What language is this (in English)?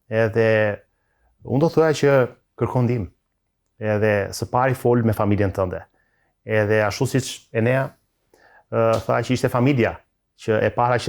Albanian